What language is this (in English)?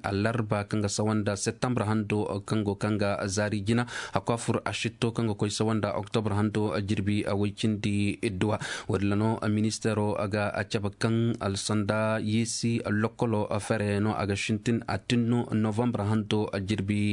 Koyraboro Senni